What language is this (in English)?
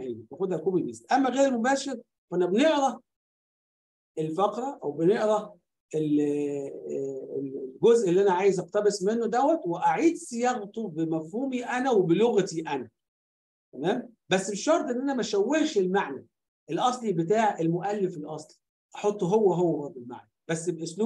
Egyptian Arabic